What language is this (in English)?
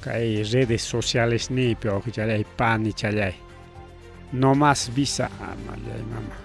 Ayacucho Quechua